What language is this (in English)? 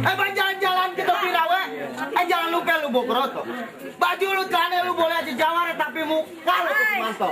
Betawi